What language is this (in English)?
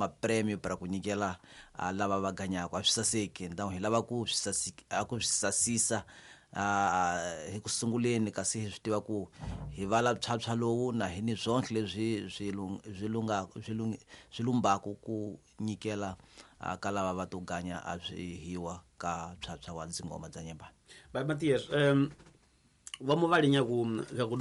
Tsonga